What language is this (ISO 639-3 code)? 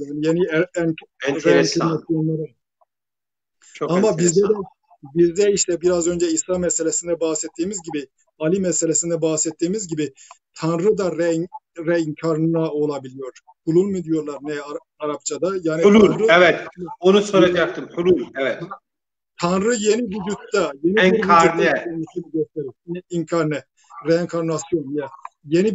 tur